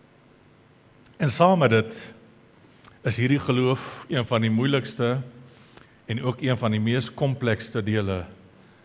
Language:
Afrikaans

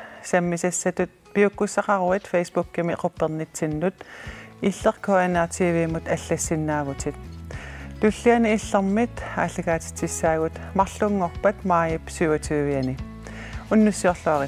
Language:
Kalaallisut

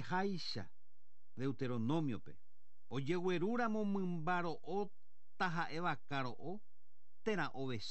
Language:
Guarani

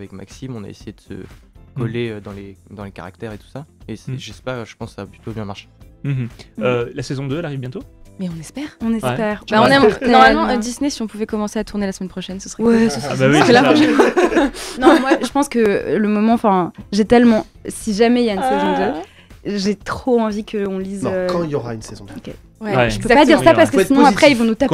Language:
French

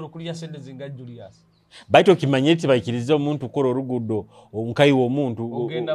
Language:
Nyoro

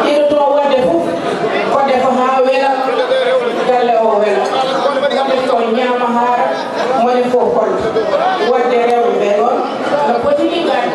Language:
Fula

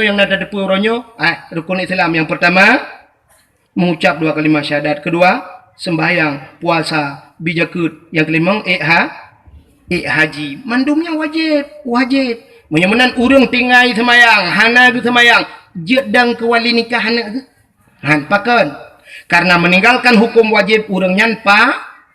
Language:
Achinese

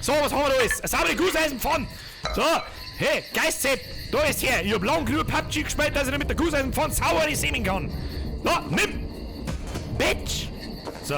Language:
Bavarian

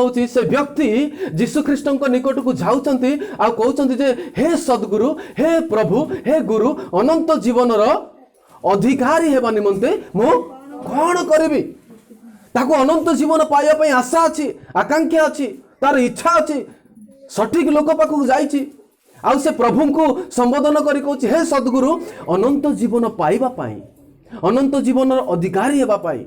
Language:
Odia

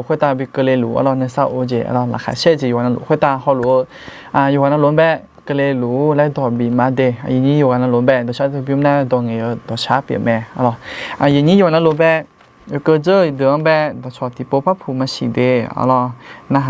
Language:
Akha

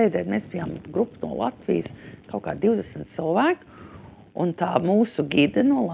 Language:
Latvian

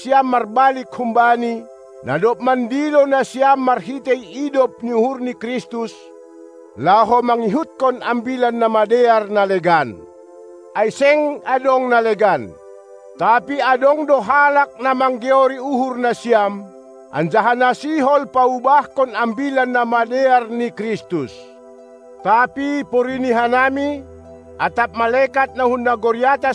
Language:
Batak Simalungun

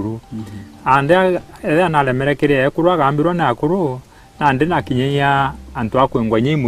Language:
Meru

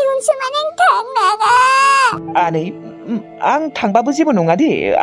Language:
Bodo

